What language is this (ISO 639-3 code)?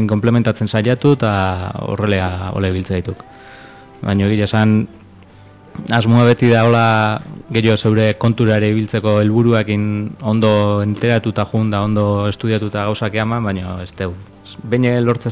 eus